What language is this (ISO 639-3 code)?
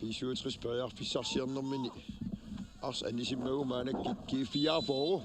kal